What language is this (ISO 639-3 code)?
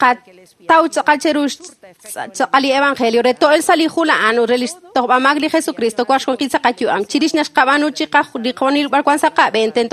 kek